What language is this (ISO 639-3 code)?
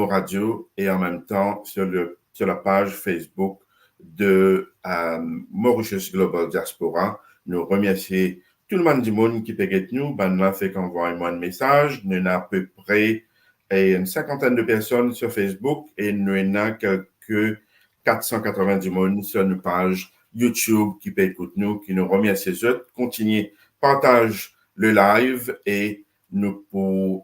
mfe